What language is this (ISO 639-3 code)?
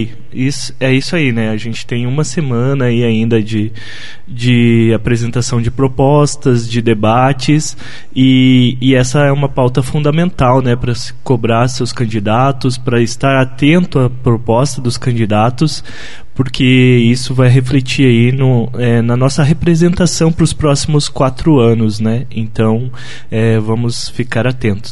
por